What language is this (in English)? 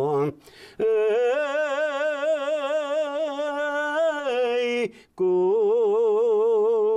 Bashkir